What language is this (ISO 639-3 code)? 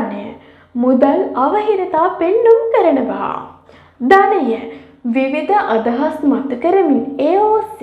sin